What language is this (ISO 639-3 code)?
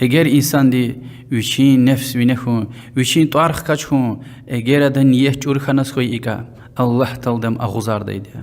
lez